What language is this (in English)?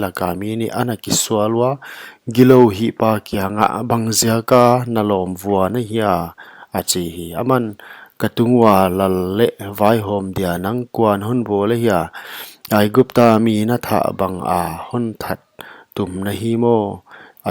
Paite Chin